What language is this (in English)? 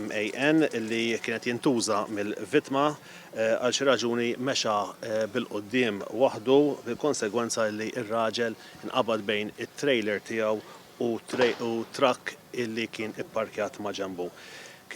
Maltese